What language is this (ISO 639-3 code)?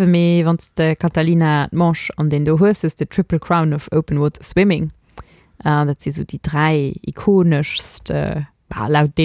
ltz